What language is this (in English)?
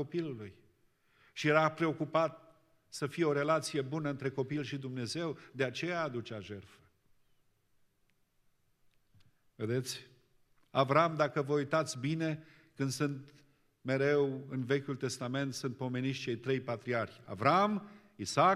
Romanian